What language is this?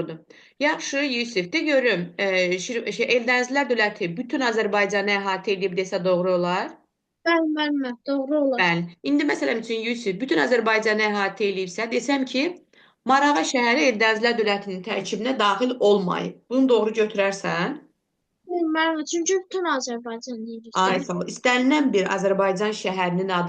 Azerbaijani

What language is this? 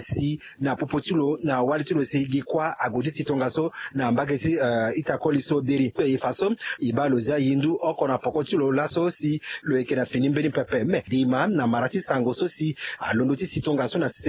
Sango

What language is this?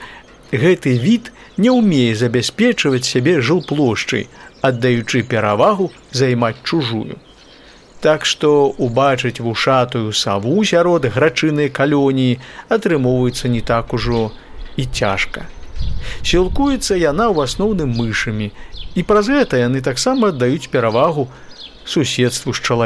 Belarusian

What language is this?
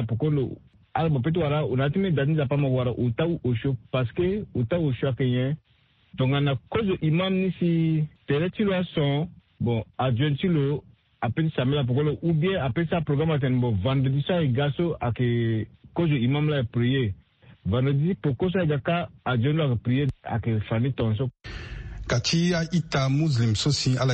Sango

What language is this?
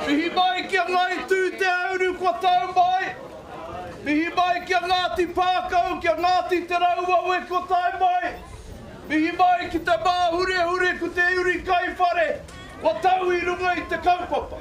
Māori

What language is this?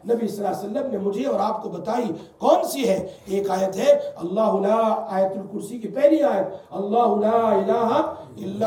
Urdu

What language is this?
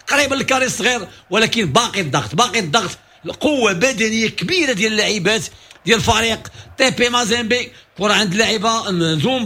Moroccan Arabic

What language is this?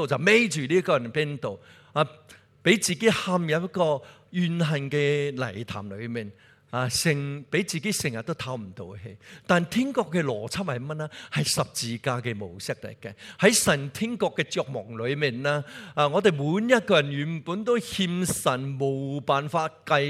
Cantonese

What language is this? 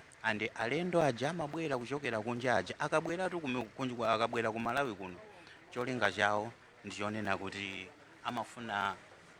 Nyanja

